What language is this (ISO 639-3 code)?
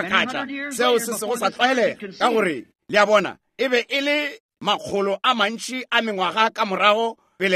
nso